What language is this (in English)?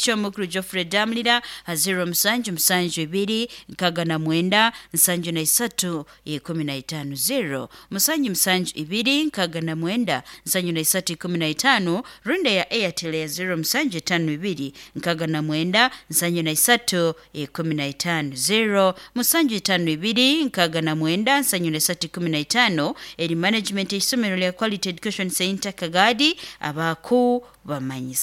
Nyoro